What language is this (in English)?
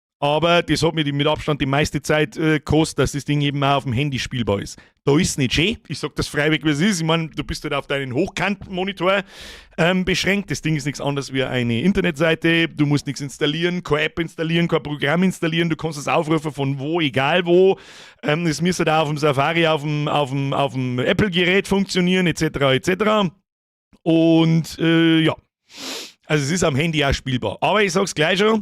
Bavarian